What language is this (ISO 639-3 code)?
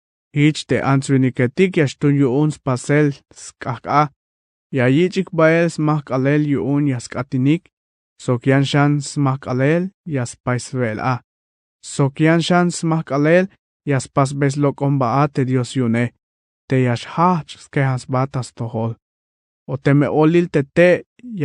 tzh